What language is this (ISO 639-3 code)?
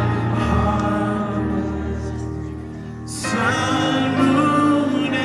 cmo